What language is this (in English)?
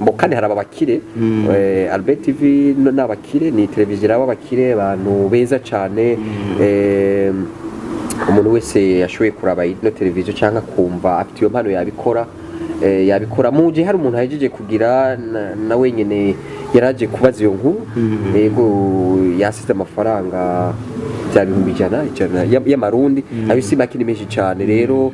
Rundi